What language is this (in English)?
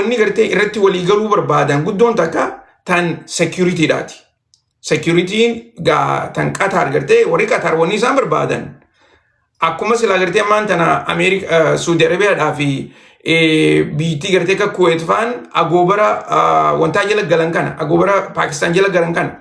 Oromo